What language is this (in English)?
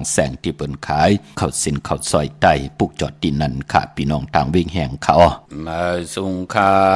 Shan